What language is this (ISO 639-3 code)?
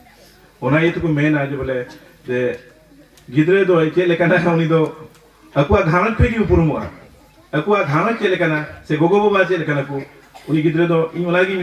sat